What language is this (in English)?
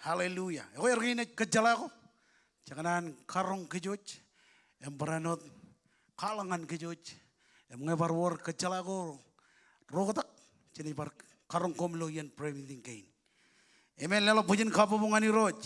Marshallese